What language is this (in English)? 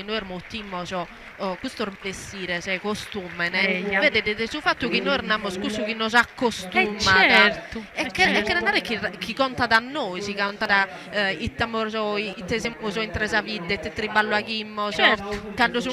Sardinian